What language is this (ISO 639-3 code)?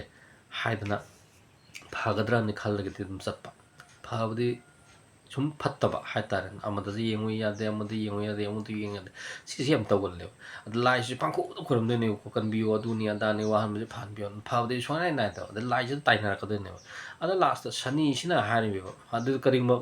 mni